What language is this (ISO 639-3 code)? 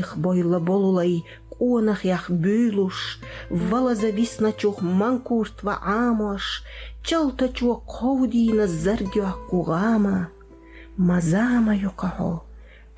che